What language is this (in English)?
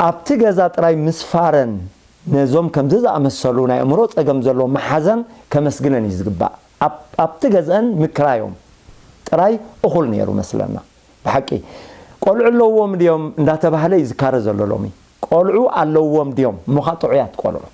Tigrinya